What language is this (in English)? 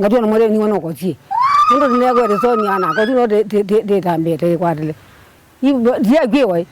Kamba